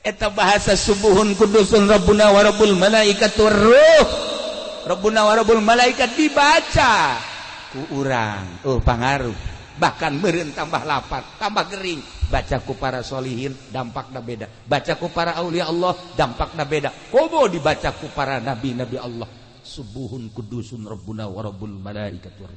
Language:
Sundanese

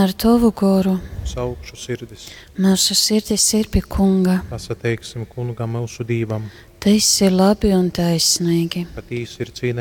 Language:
Latgalian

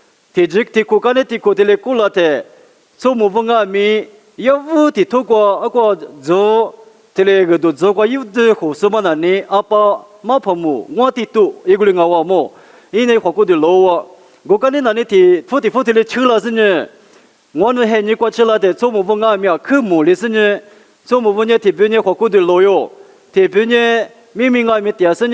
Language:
Lisu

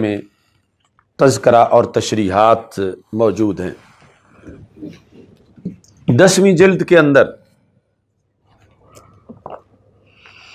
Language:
Urdu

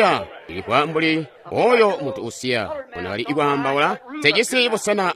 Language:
Tonga (Zambia)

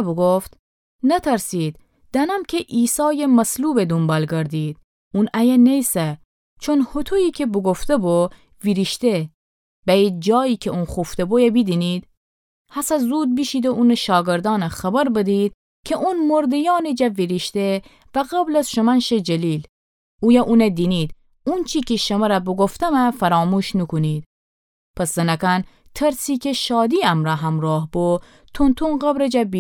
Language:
Gilaki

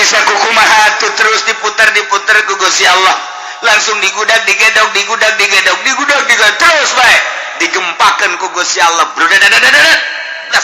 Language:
Sundanese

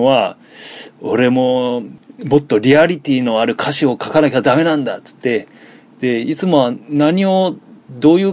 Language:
Japanese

